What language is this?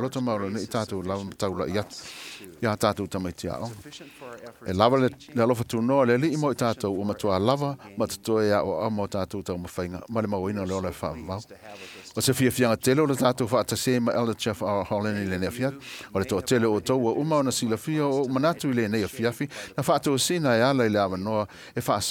Samoan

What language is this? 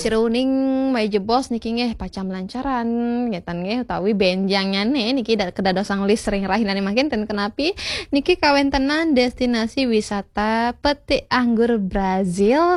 Balinese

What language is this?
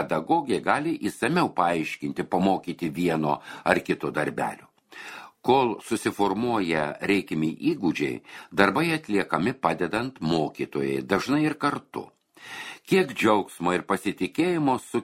Lithuanian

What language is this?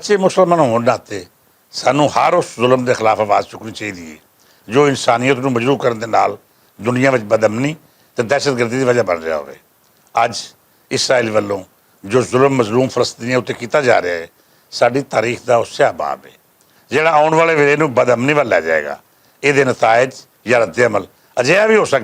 Western Panjabi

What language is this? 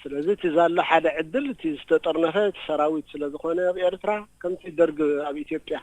Tigrinya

